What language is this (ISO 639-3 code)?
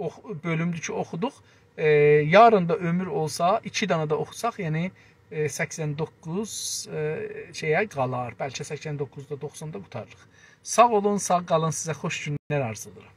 azb